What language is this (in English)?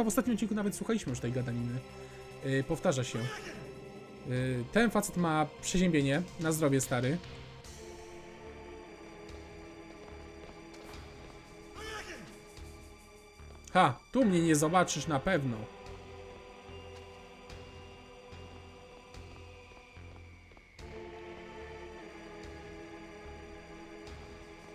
Polish